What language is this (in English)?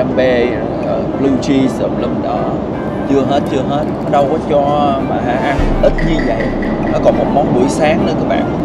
Vietnamese